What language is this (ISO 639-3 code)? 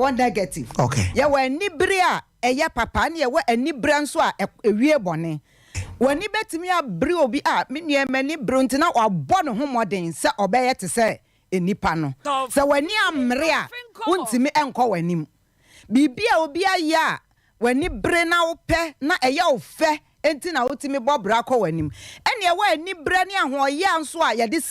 aka